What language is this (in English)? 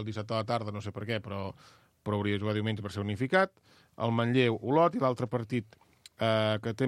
Catalan